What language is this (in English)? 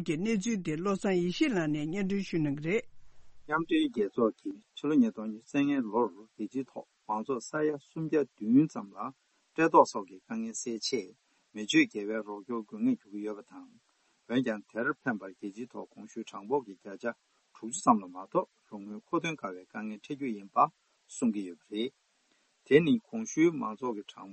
Tibetan